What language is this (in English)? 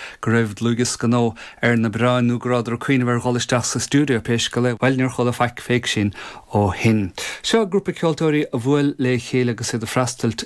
Irish